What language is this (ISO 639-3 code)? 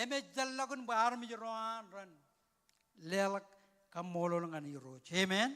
mah